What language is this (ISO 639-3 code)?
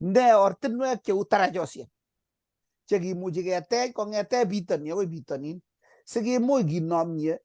kln